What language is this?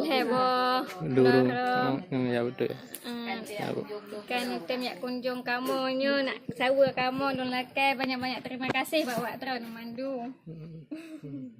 Achinese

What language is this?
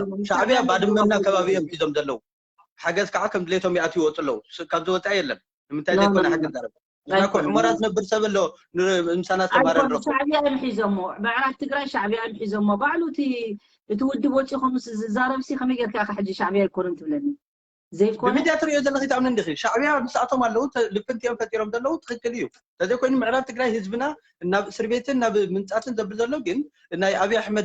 Tigrinya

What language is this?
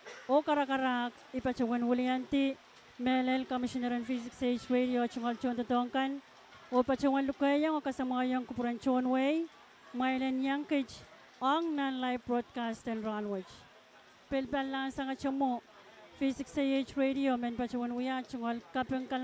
Pohnpeian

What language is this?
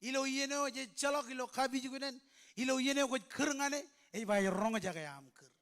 Marshallese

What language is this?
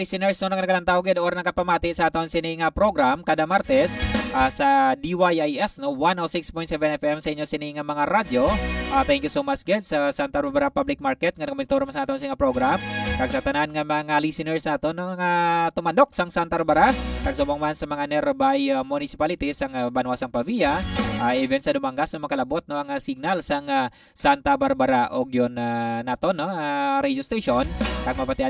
Hiligaynon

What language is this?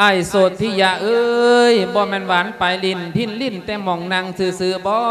Lao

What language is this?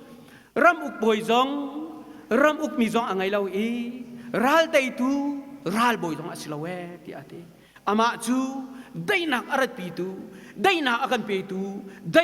Hakha Chin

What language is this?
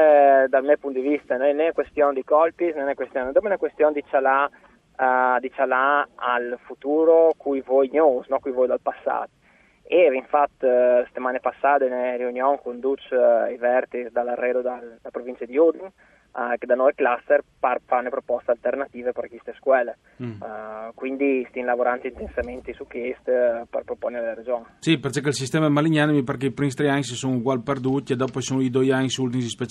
Friulian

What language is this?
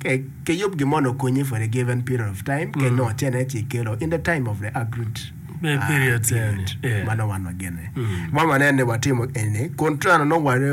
Acoli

